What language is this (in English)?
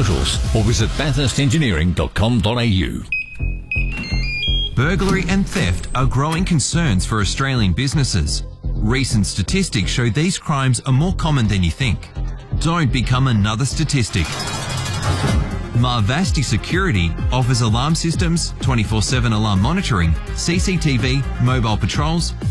English